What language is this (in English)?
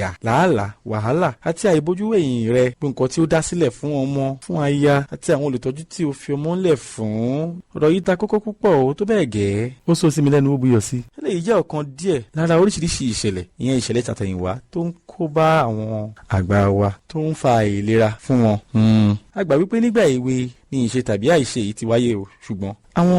Yoruba